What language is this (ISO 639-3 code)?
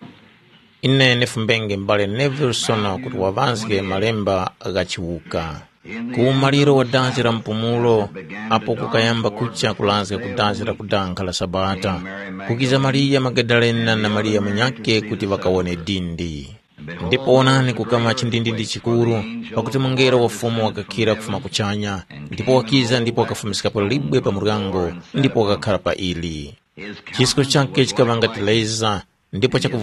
tum